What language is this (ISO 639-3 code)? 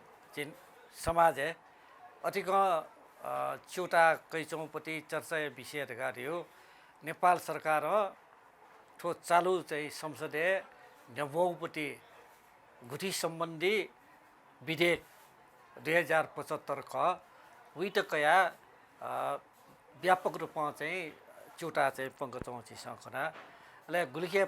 new